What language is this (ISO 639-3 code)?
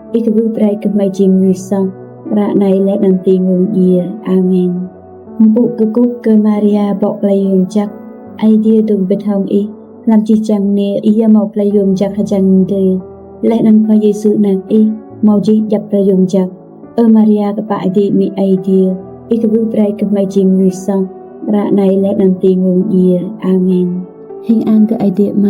rad